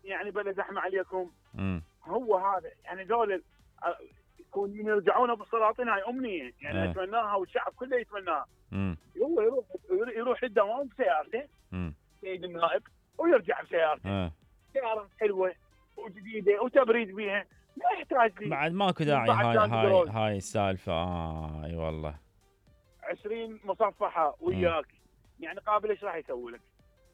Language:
Mesopotamian Arabic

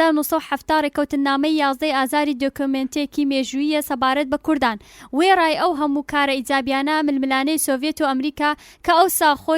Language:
Central Kurdish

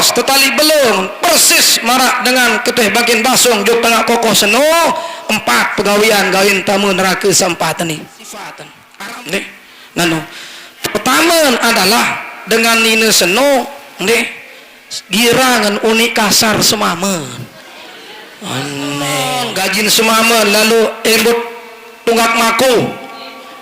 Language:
Sasak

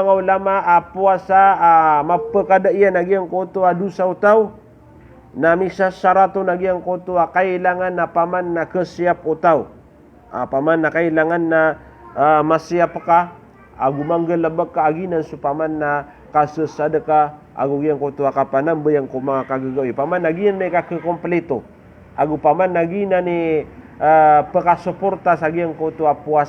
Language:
Maranao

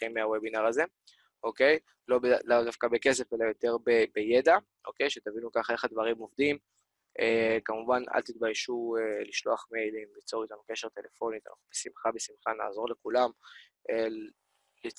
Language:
Hebrew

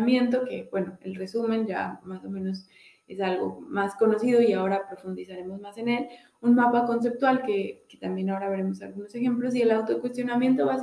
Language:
Spanish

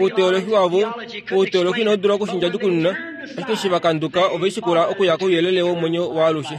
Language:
Kuanyama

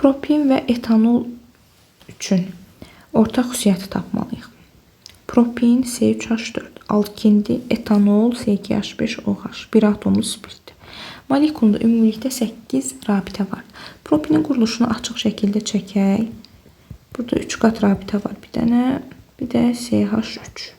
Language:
Azerbaijani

